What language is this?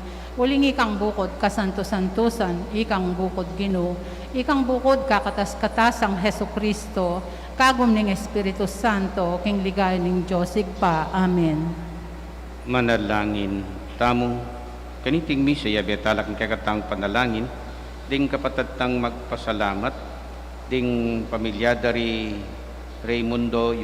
Pampanga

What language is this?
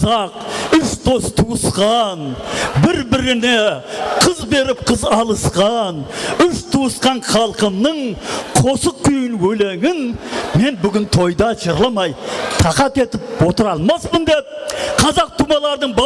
Kara-Kalpak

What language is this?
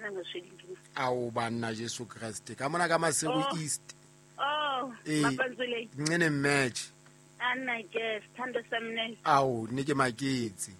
Southern Sotho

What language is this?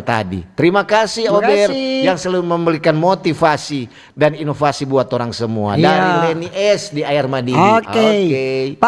Manado Malay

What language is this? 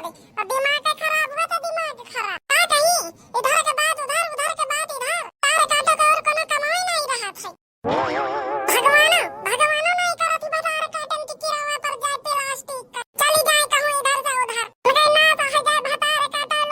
Awadhi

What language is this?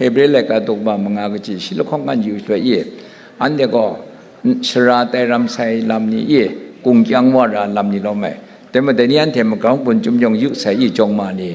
Kachin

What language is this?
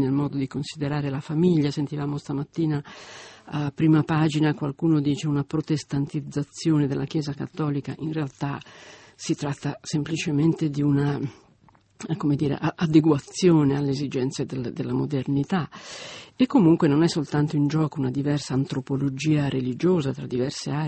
Italian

